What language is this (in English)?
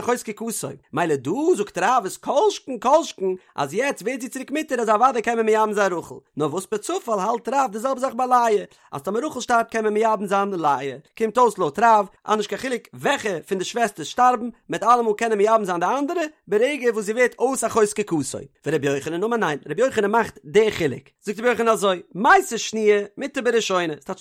Yiddish